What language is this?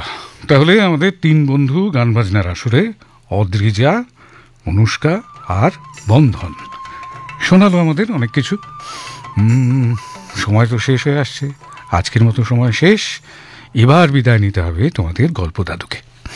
Bangla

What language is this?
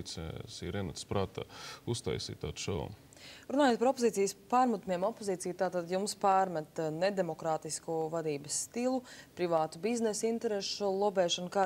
Latvian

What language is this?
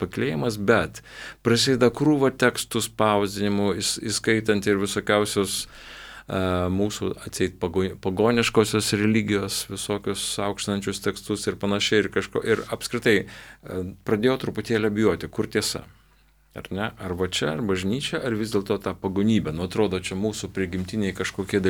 Lithuanian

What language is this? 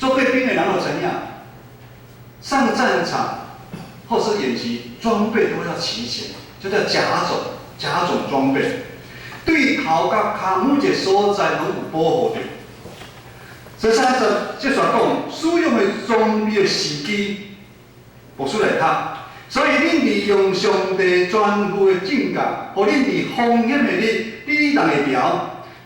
Min Nan Chinese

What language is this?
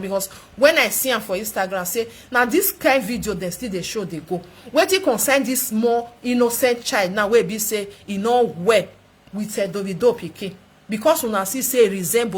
Nigerian Pidgin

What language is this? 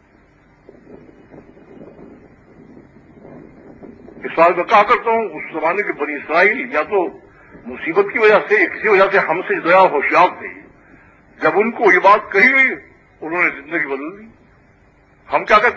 Urdu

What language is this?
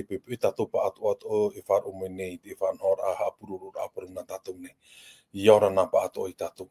Tahitian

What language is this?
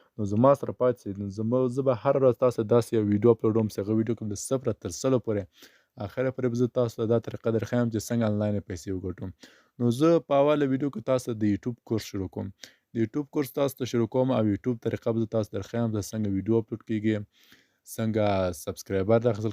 Pashto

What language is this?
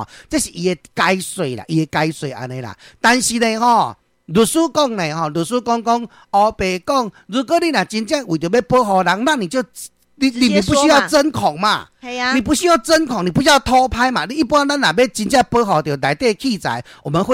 Min Nan Chinese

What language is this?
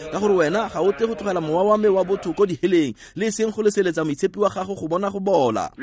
Tswana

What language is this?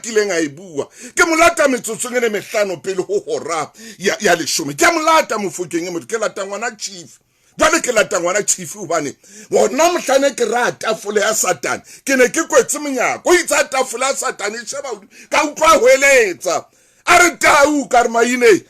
Southern Sotho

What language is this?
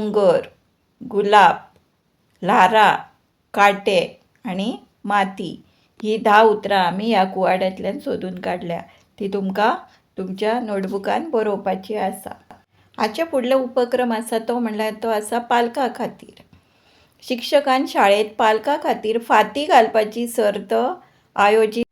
Konkani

